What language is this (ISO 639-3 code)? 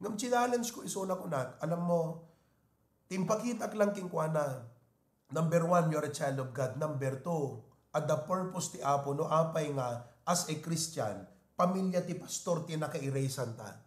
ilo